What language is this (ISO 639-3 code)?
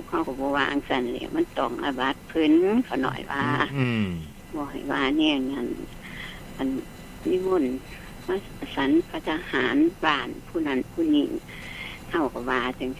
tts